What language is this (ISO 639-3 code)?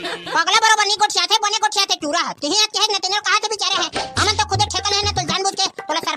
hne